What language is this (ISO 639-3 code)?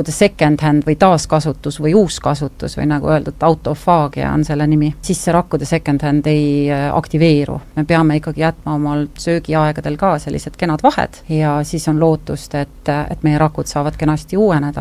est